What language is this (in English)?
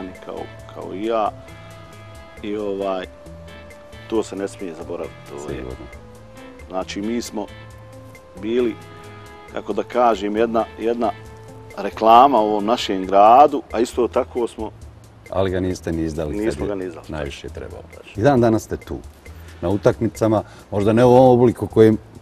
Bosnian